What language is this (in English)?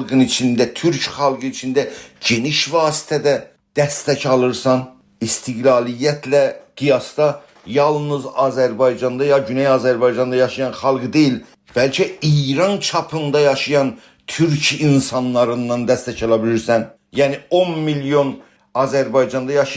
South Azerbaijani